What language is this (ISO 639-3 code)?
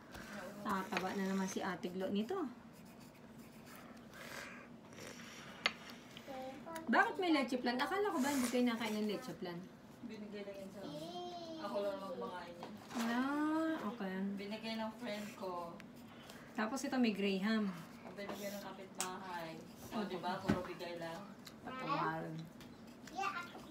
fil